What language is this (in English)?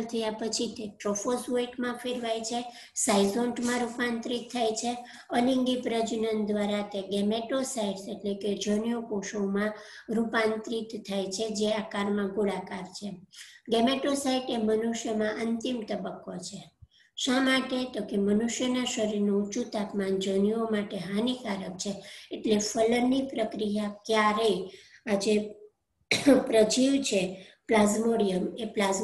Gujarati